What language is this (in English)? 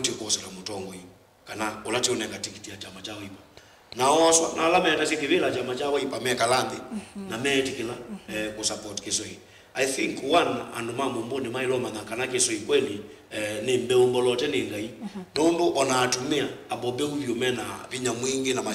Kamba